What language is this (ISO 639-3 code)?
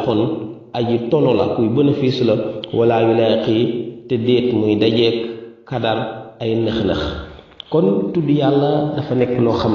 wol